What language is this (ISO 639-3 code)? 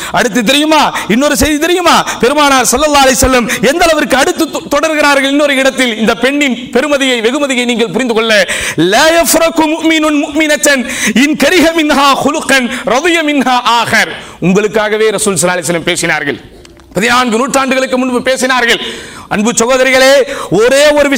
tam